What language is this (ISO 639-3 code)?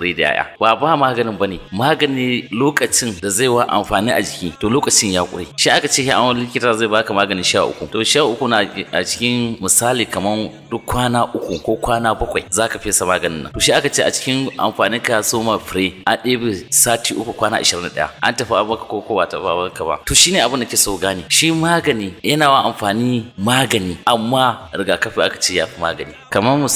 hau